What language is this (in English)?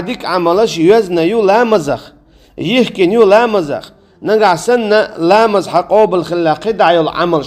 Chechen